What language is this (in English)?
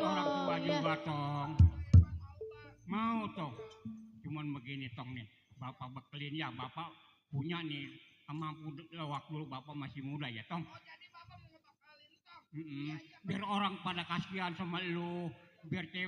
Betawi